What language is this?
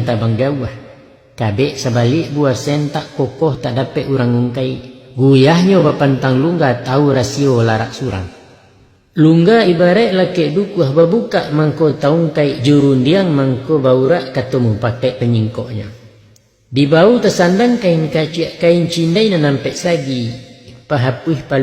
Minangkabau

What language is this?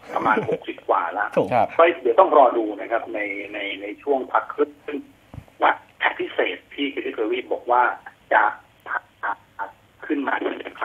Thai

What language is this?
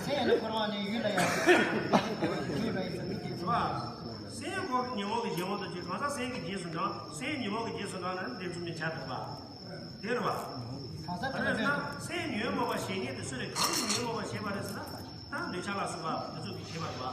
Tibetan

